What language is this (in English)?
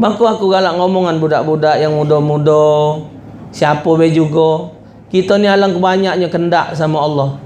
Musi